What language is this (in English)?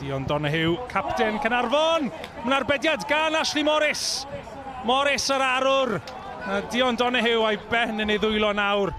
Welsh